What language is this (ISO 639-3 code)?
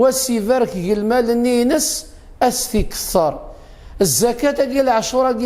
kab